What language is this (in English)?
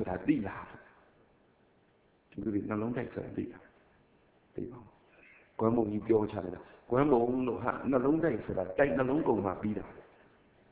Burmese